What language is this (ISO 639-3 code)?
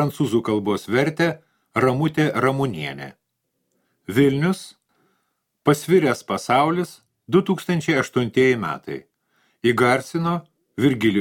lit